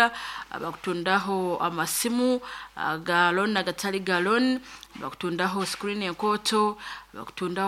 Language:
Nyoro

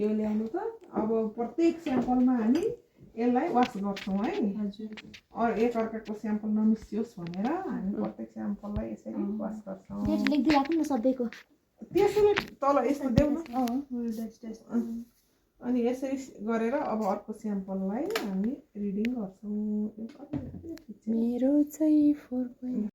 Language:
Nepali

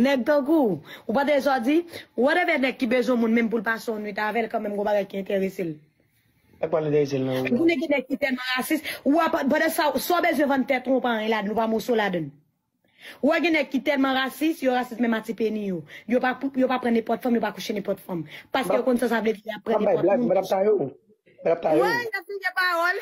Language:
Haitian Creole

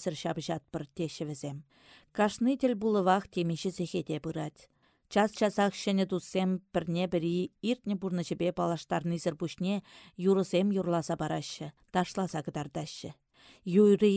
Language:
Chuvash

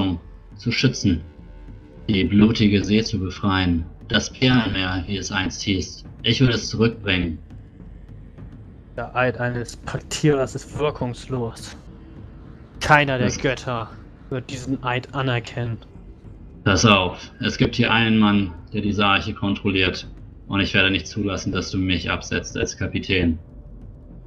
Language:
German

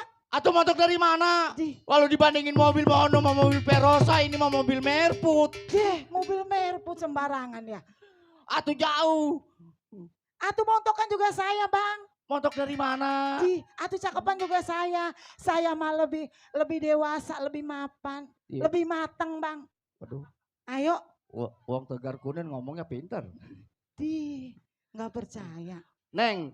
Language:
Betawi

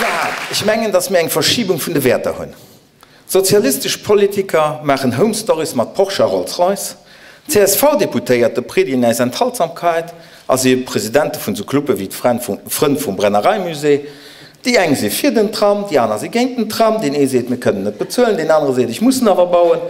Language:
Luxembourgish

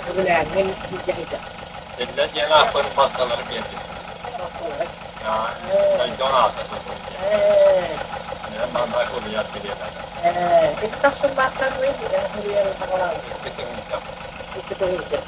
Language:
Yakut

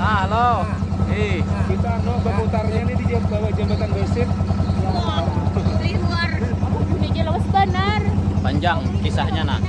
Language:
Banjar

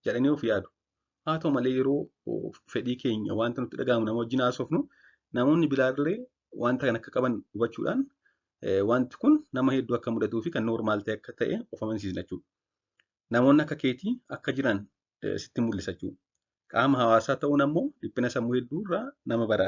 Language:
Oromo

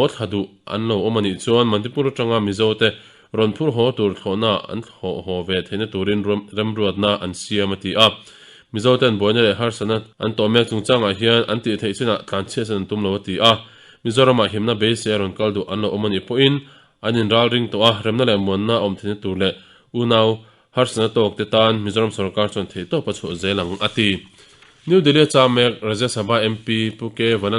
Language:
Mizo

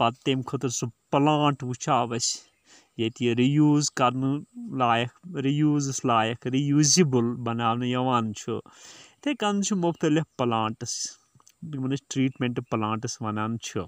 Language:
Kashmiri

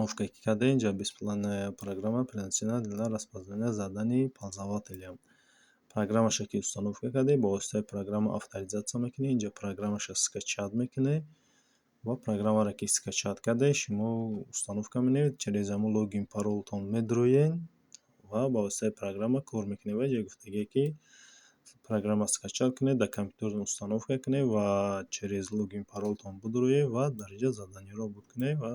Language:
Tajik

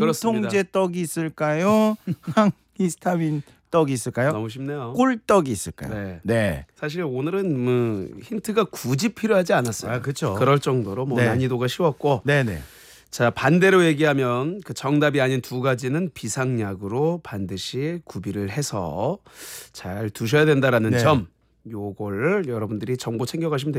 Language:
Korean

